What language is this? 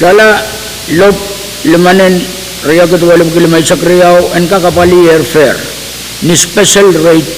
Pohnpeian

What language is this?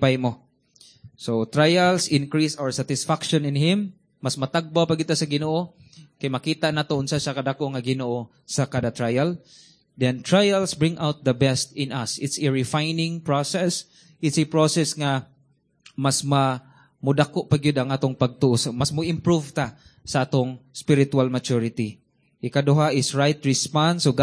Cebuano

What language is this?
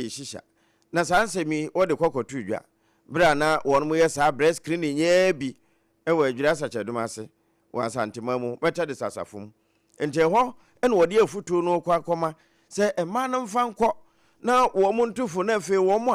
Akan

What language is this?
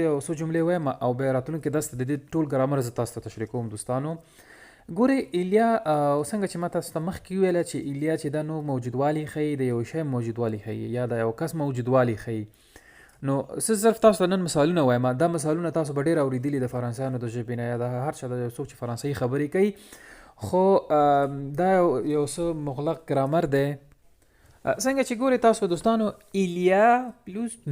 Pashto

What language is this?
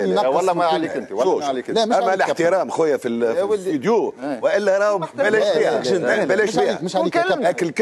Tunisian Arabic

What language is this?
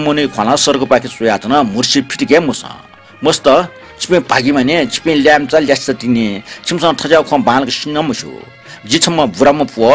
Newari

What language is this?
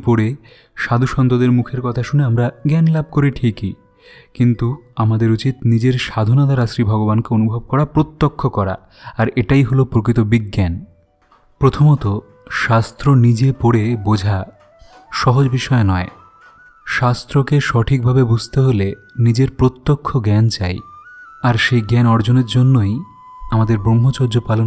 Bangla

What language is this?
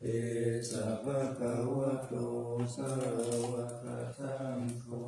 Pali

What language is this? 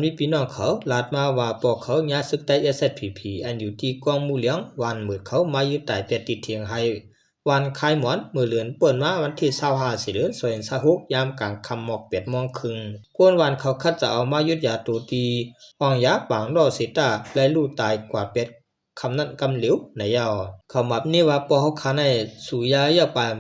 Shan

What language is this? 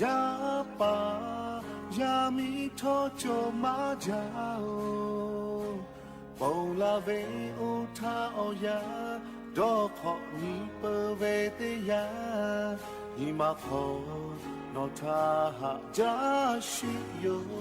Lahu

